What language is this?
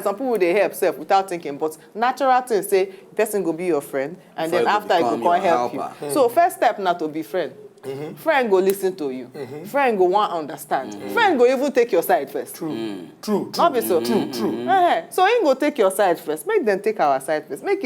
Nigerian Pidgin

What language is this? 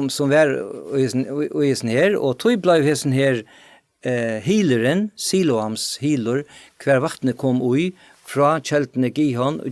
Faroese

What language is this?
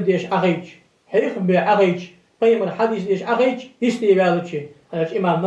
Ingush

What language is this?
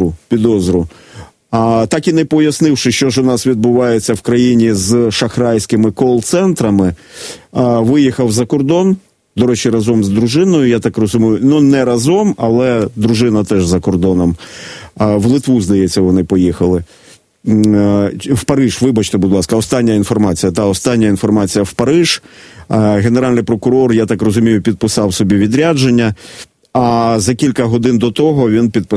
Ukrainian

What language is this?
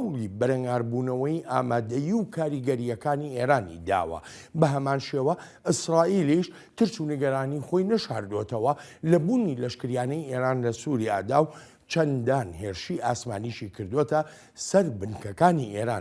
Central Kurdish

